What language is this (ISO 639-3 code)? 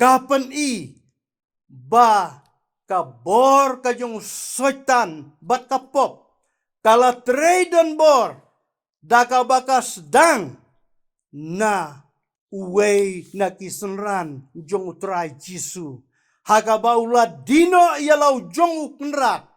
kha